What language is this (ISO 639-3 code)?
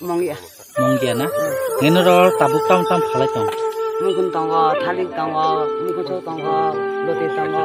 trp